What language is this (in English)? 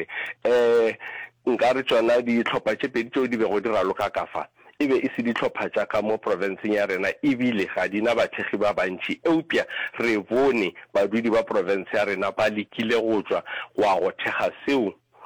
Northern Sotho